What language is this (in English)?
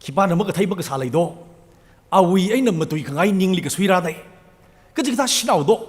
Tangkhul Naga (India)